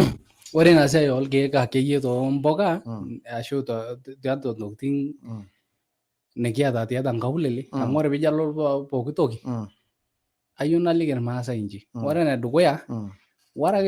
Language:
Masai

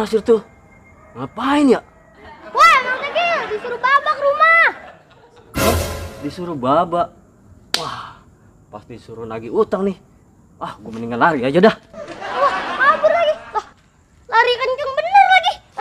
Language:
Betawi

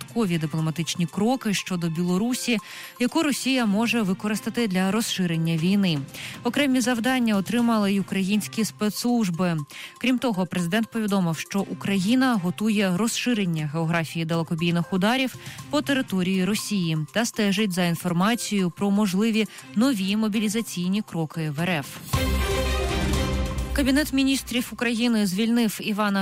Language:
Ukrainian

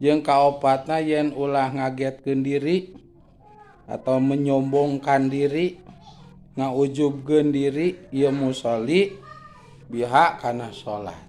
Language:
Sundanese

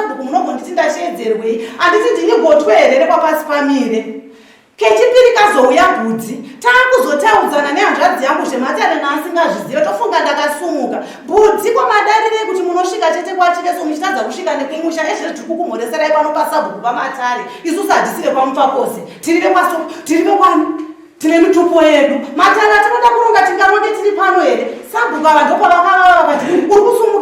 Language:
Shona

